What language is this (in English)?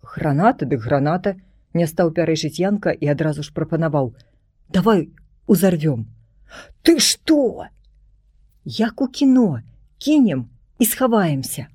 Belarusian